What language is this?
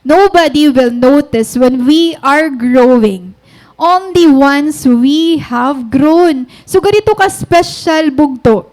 Waray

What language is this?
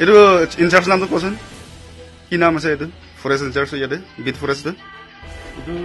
Karbi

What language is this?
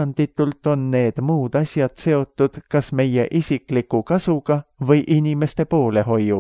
Estonian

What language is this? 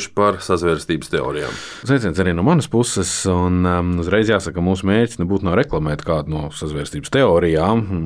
Latvian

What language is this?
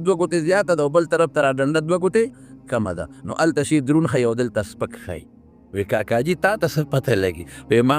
Pashto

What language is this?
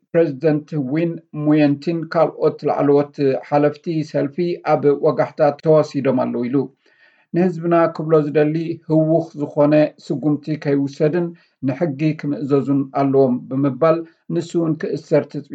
Tigrinya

